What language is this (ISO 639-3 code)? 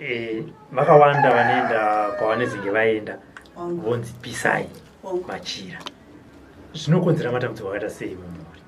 sna